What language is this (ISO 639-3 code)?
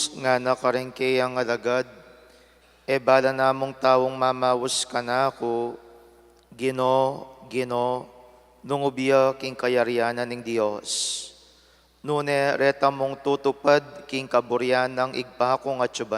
pam